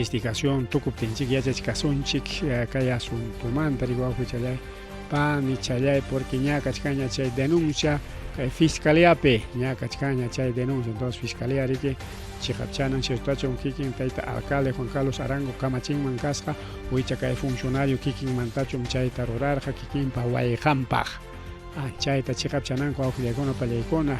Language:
Ayacucho Quechua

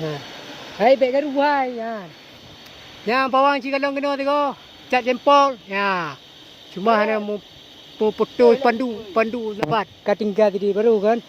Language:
Achinese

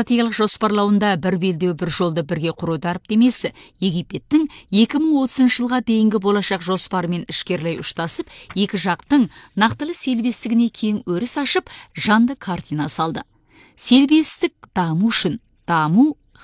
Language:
Kazakh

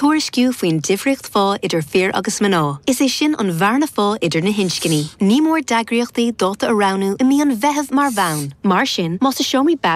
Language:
Irish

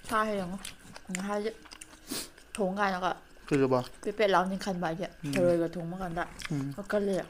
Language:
Manipuri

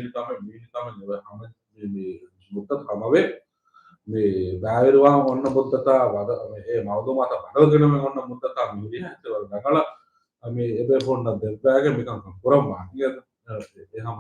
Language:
Divehi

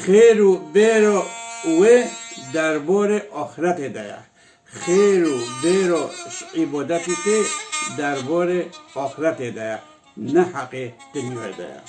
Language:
Kurdish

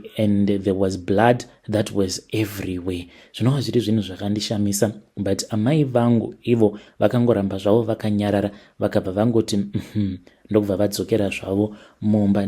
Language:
Shona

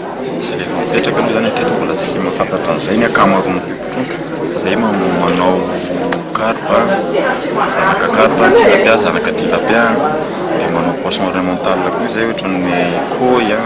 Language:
Malagasy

